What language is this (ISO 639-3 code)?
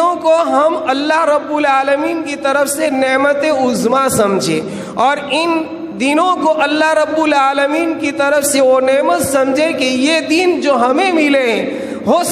urd